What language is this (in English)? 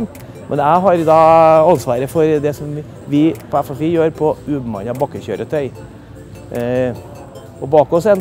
Norwegian